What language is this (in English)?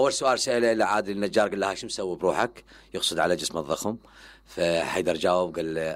Mesopotamian Arabic